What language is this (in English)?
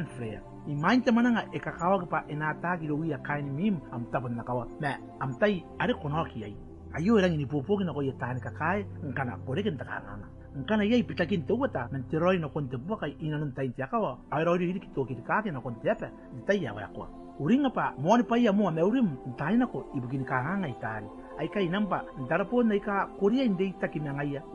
Gilbertese